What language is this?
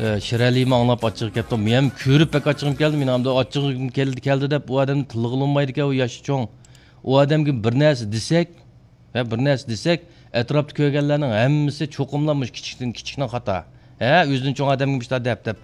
Uyghur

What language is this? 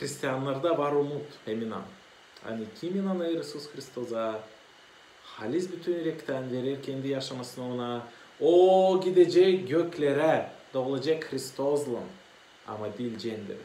Gagauz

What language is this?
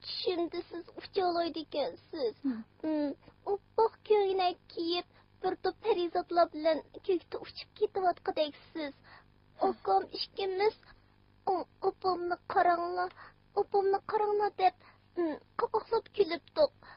Uyghur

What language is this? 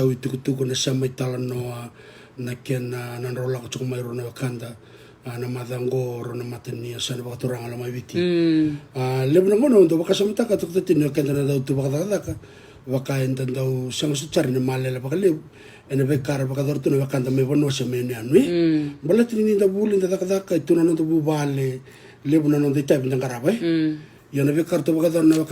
Fijian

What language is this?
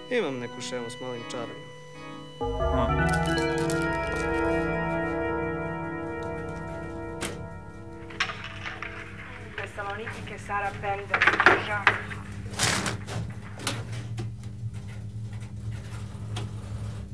Serbian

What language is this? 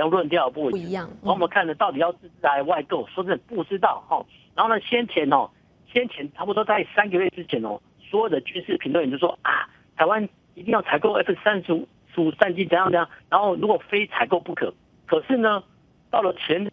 Chinese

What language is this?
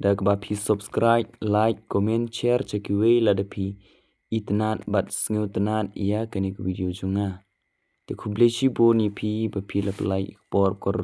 Khasi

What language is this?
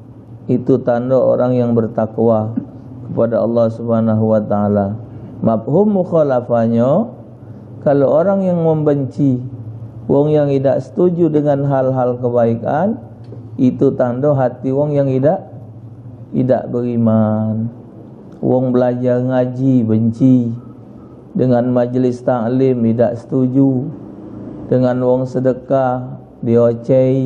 Musi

